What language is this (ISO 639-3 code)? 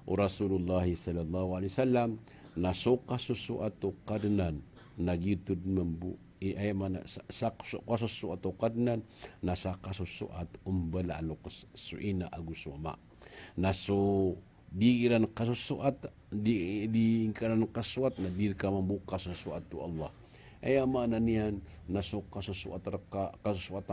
mrw